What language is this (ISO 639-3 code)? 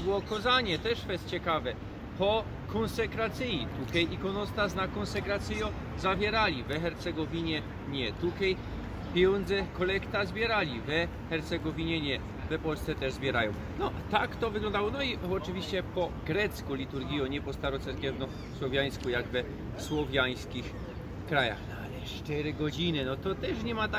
szl